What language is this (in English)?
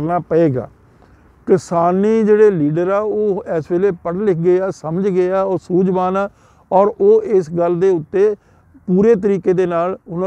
Punjabi